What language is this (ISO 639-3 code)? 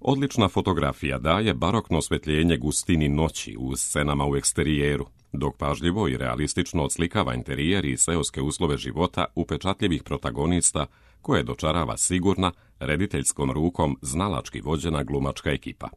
srp